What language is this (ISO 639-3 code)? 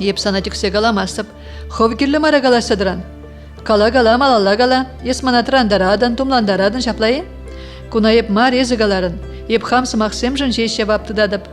chv